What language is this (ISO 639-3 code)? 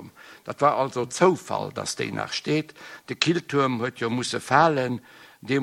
ltz